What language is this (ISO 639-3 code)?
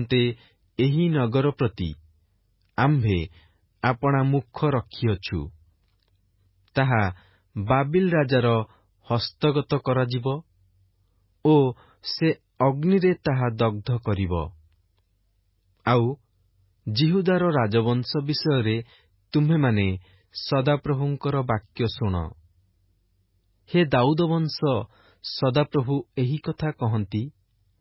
ori